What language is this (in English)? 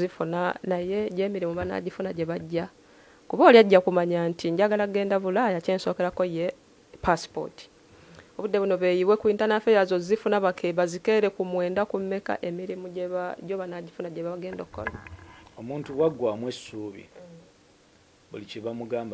Ganda